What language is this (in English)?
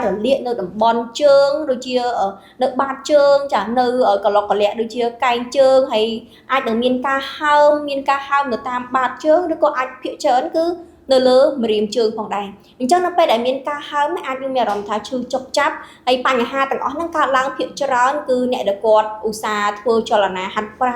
Khmer